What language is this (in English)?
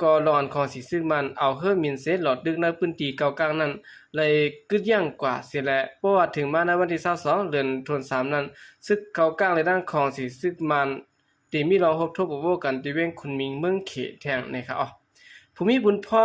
Shan